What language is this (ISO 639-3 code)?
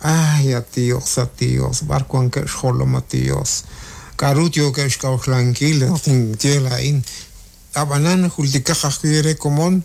kek